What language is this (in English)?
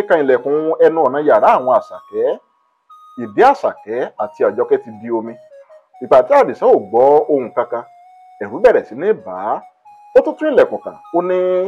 Yoruba